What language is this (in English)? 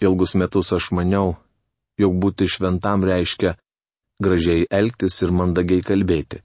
Lithuanian